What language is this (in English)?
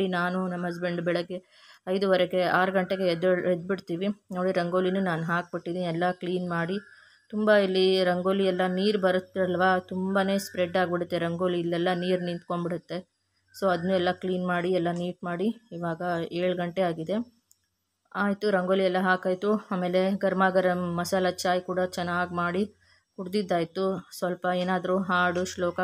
Kannada